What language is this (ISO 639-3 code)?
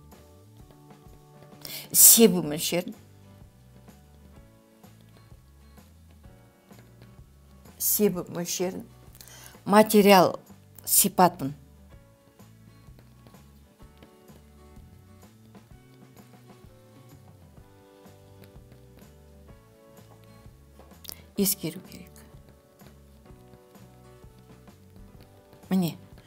kaz